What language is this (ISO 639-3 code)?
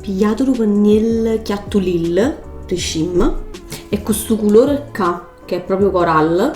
nap